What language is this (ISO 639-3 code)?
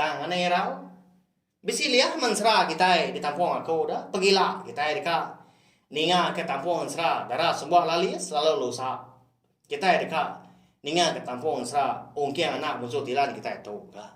iba